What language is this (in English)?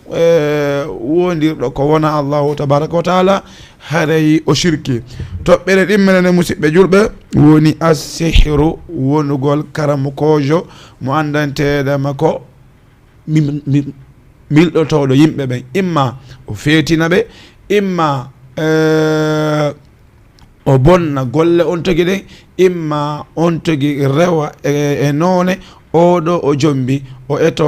Fula